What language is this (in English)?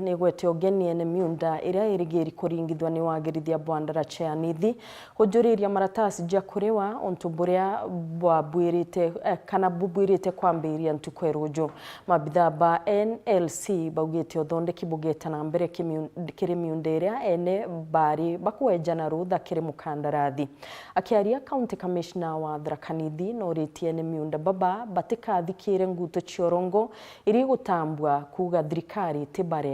Meru